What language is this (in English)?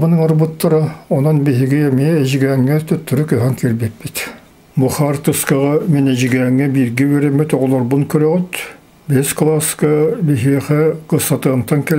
Yakut